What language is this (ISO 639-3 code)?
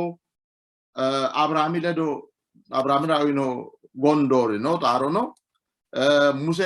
sid